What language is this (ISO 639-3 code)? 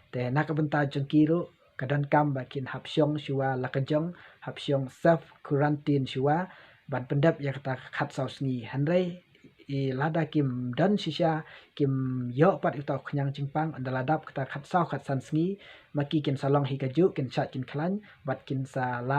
kha